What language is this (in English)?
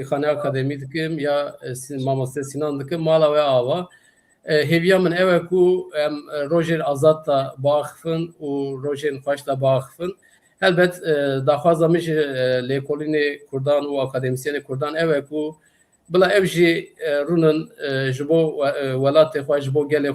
Kurdish